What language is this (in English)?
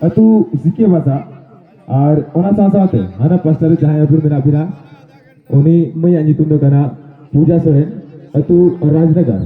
Santali